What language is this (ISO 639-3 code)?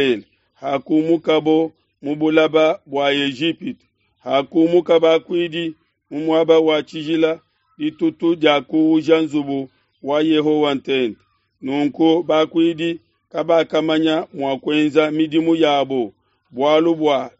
lua